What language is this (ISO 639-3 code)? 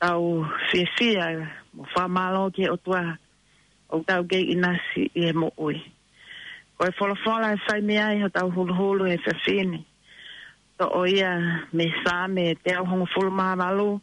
ton